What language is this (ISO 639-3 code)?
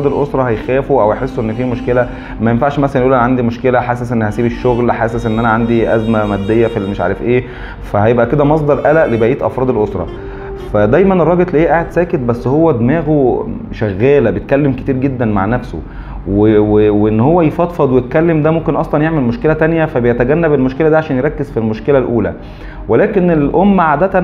arz